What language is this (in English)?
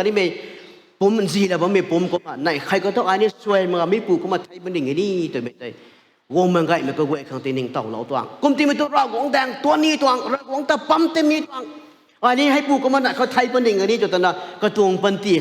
Rongmei Naga